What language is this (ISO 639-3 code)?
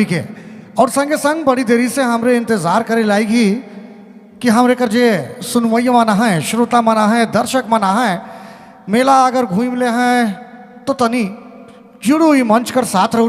sck